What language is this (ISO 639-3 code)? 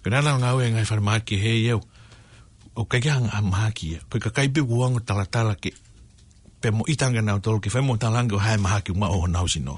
ton